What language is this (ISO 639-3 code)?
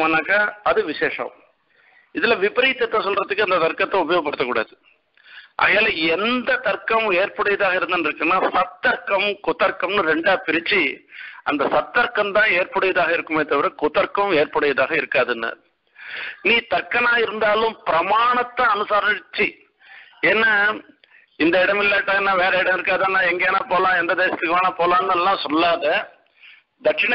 tam